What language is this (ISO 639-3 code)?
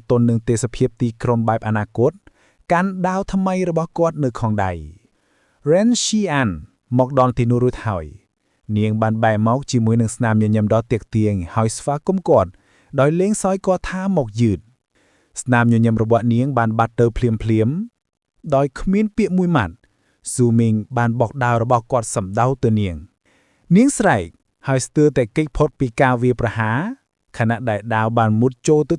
khm